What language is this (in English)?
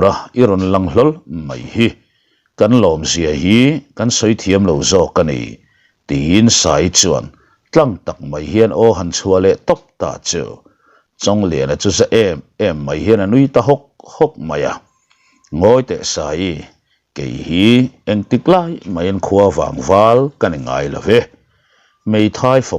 Mizo